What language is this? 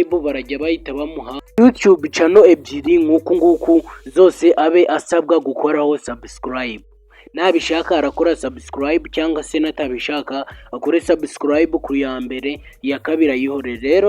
Kinyarwanda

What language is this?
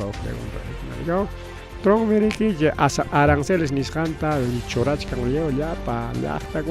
Ayacucho Quechua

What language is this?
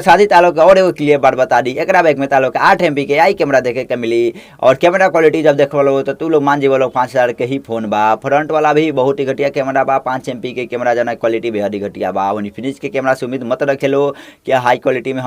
Bhojpuri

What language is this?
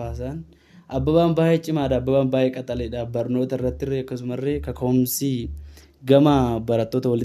Oromo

